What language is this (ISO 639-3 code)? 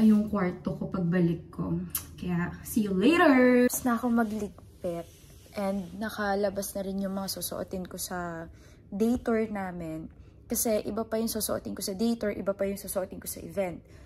fil